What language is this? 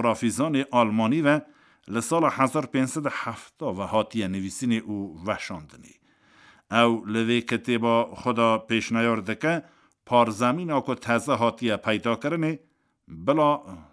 Kurdish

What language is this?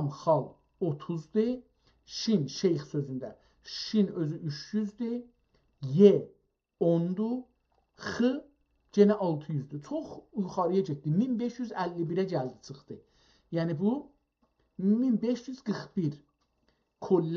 South Azerbaijani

